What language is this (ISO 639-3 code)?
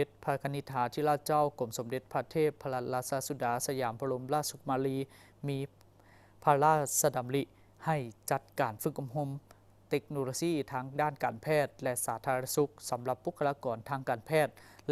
lao